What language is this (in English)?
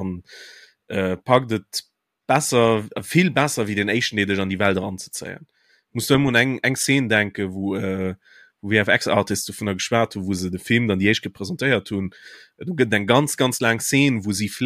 Luxembourgish